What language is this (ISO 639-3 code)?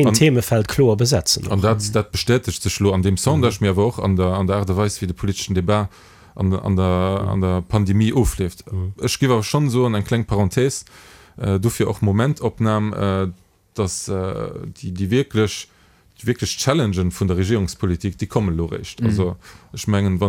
ltz